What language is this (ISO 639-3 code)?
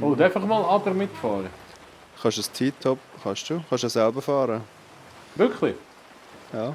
gsw